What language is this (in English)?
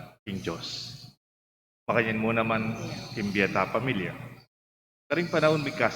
Pampanga